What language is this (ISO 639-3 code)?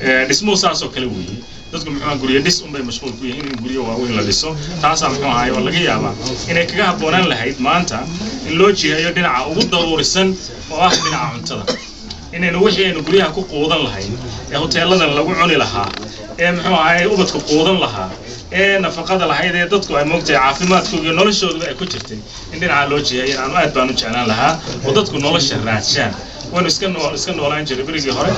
som